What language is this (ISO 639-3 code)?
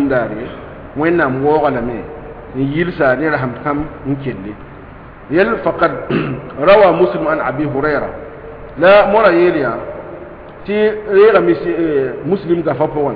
mos